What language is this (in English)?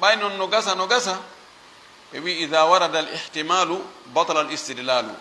Fula